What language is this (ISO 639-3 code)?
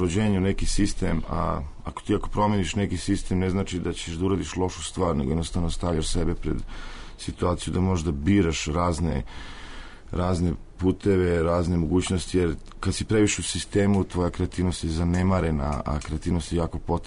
srp